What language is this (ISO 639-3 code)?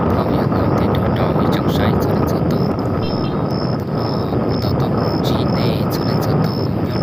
hmn